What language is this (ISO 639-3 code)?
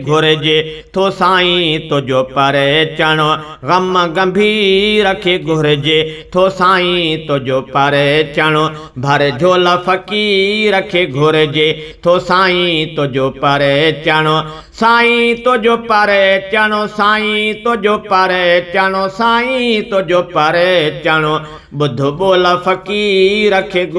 snd